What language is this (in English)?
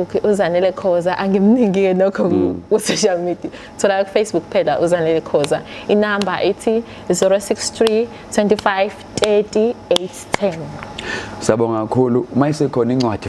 Zulu